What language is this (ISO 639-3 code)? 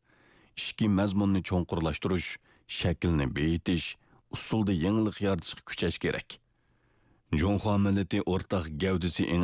uig